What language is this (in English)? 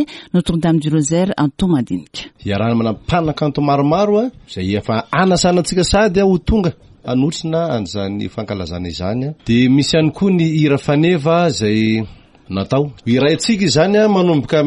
Malagasy